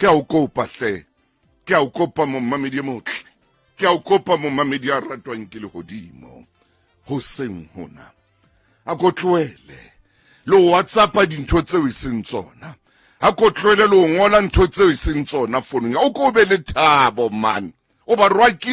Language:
Southern Sotho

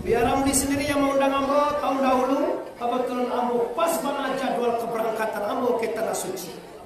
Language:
Minangkabau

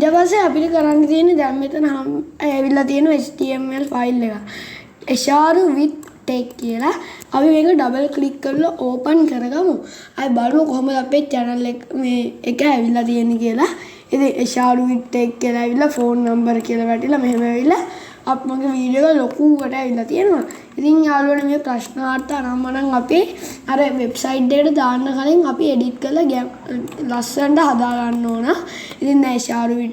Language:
Sinhala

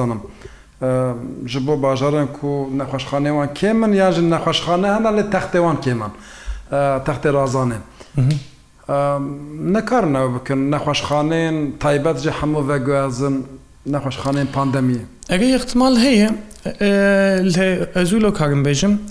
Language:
Kurdish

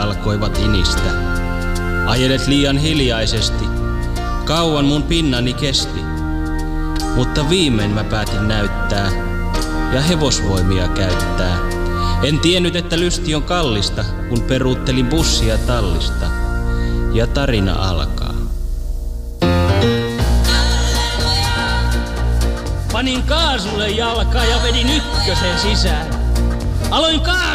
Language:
Finnish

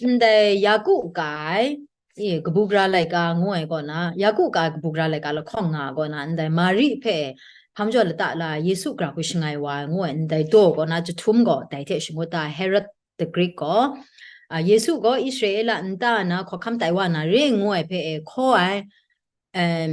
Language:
Kachin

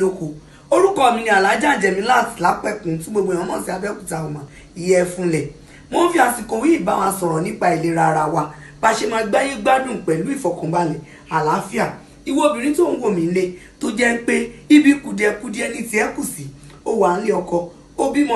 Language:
Yoruba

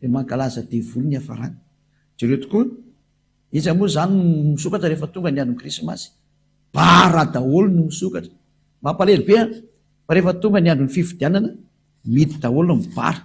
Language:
Malagasy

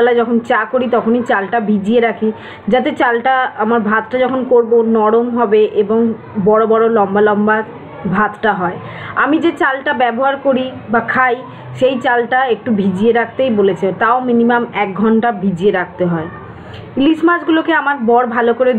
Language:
Bangla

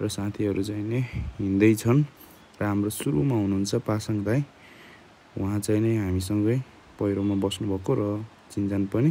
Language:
Nepali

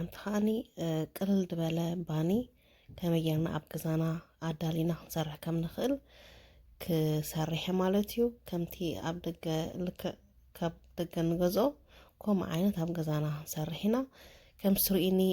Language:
Tigrinya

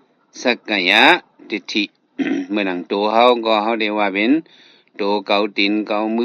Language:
Shan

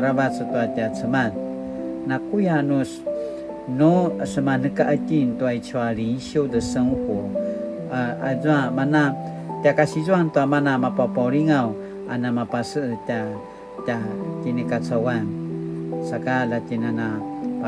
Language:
Paiwan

